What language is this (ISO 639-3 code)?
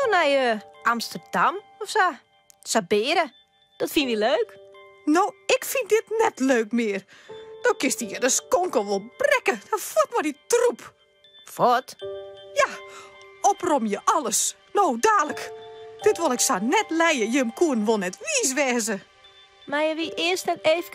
fry